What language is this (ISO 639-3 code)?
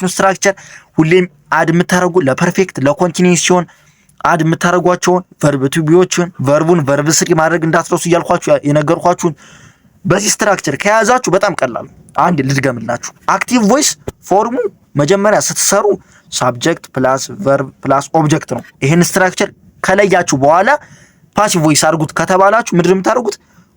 amh